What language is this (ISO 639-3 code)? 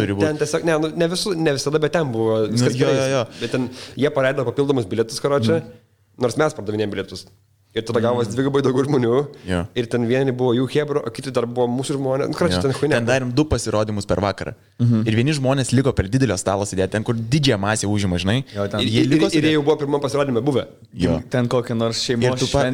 lit